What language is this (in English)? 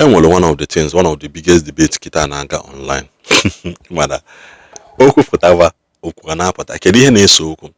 Igbo